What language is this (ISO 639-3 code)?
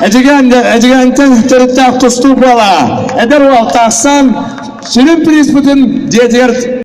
sah